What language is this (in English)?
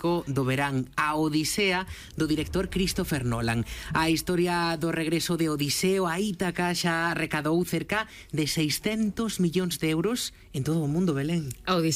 Galician